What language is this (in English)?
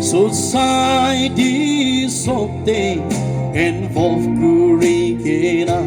Naga Pidgin